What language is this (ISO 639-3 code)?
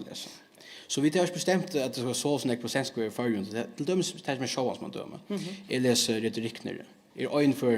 fao